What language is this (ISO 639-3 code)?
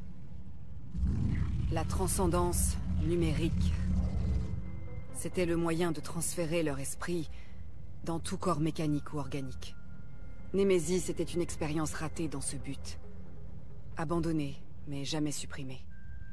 fra